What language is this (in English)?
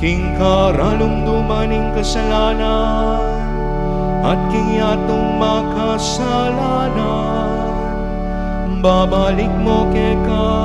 Pampanga